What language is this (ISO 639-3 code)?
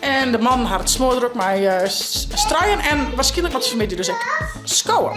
fry